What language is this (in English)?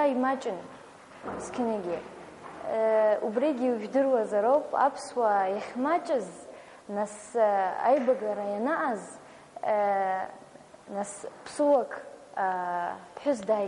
Abkhazian